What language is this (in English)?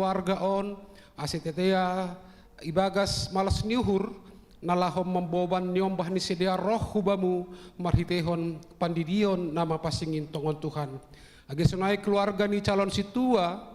Batak Simalungun